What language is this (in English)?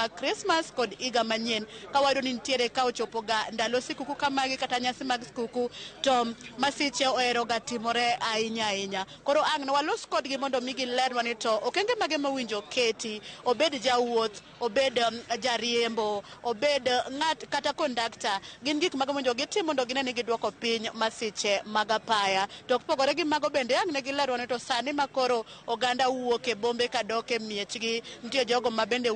Luo (Kenya and Tanzania)